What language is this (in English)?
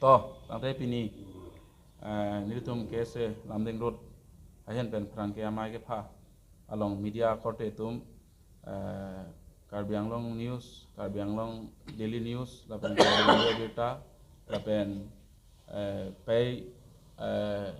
Karbi